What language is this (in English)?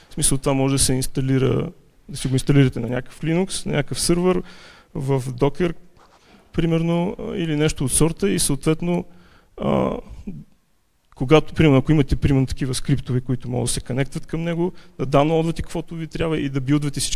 Bulgarian